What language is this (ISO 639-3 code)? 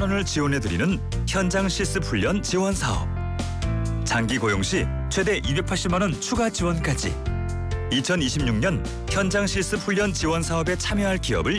kor